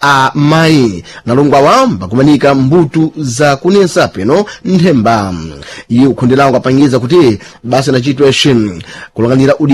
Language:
Sena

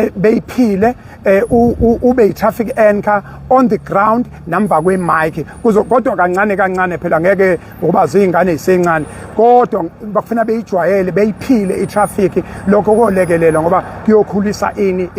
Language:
Zulu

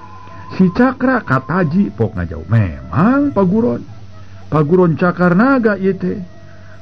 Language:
Sundanese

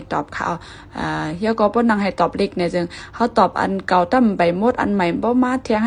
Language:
Shan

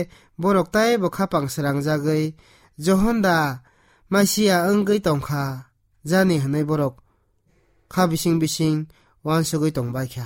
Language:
Kok Borok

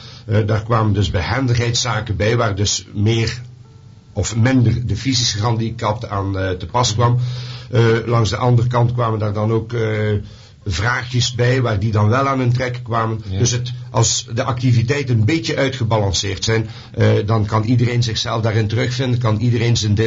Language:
Dutch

